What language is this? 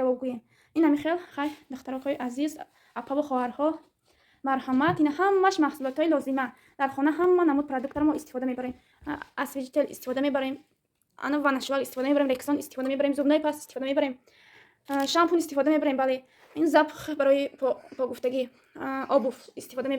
Tajik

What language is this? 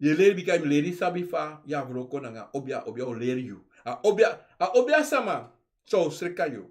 Sranan Tongo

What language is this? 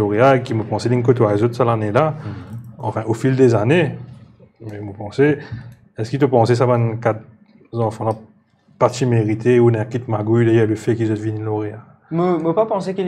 Morisyen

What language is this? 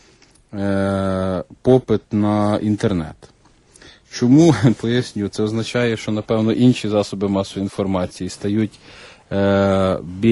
Ukrainian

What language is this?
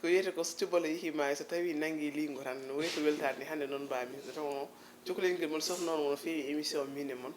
Fula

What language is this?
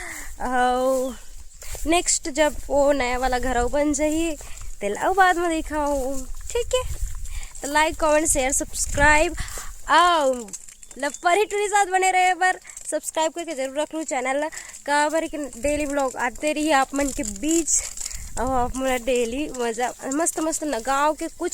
Chhattisgarhi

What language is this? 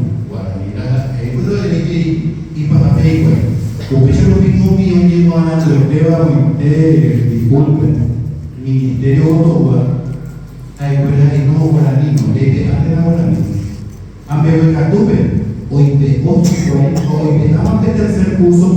Guarani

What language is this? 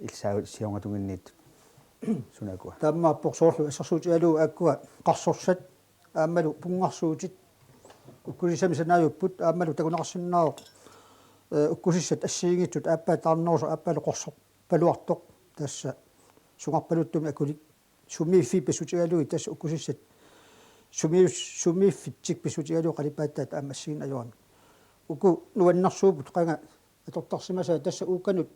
Kalaallisut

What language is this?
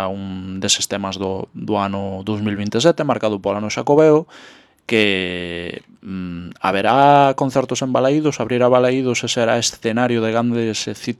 Galician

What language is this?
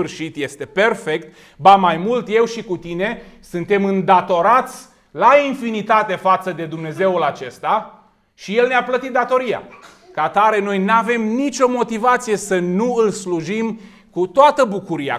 Romanian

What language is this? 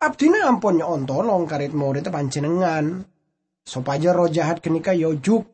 Madurese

